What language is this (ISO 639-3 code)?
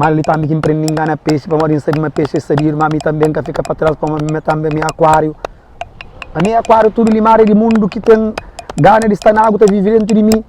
kea